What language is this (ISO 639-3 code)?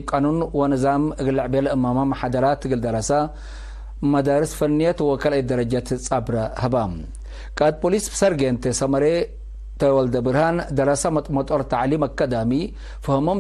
tig